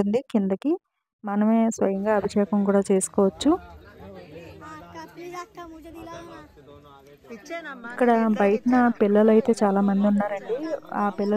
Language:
Telugu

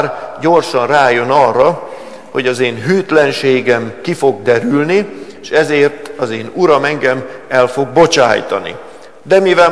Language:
Hungarian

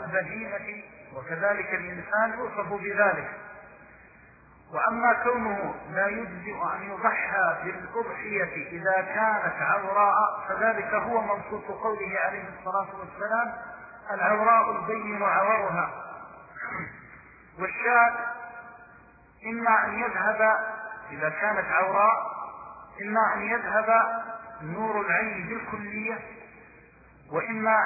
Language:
Arabic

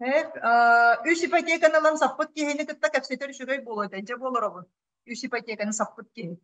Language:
Yakut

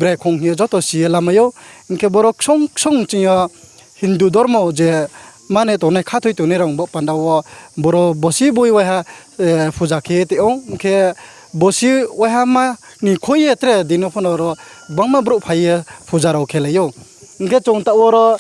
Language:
Riang (India)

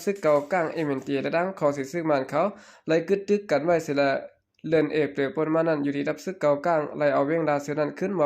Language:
Shan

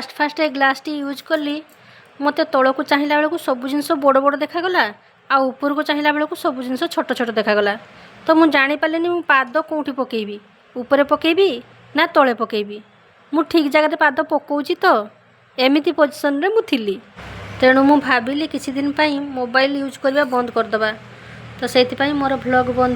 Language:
Odia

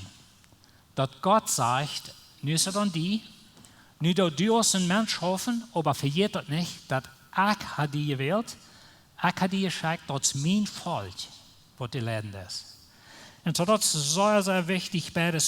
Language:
Plautdietsch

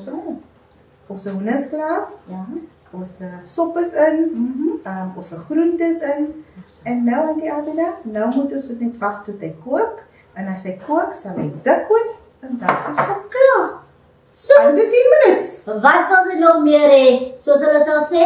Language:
Afrikaans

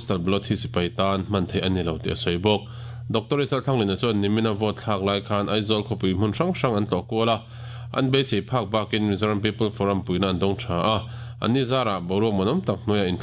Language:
Mizo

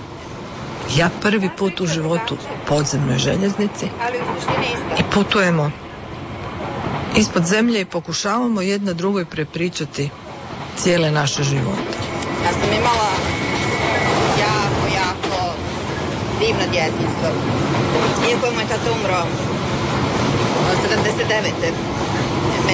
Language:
Croatian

